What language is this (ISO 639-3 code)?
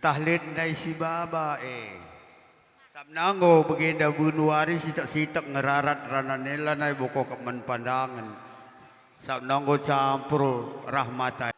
btx